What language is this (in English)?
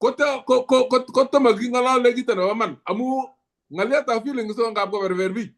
Kalenjin